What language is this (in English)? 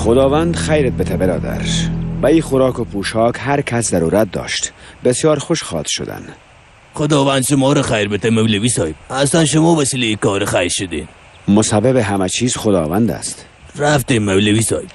Tajik